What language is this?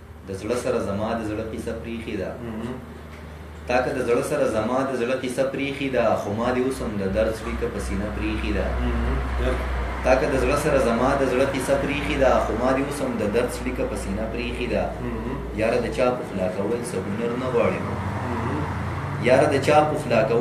Pashto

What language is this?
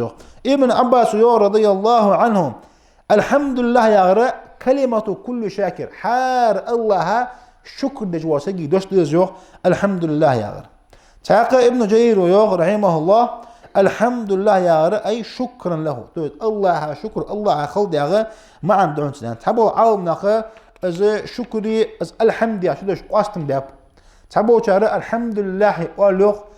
Ingush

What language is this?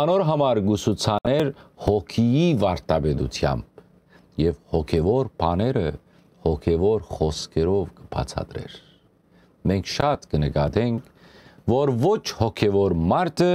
Western Armenian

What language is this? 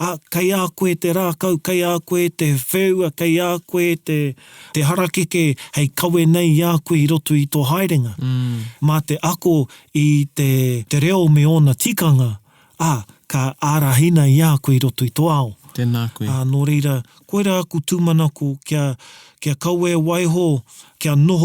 Māori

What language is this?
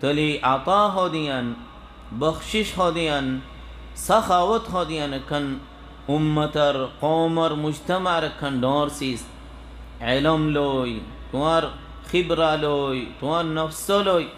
Rohingya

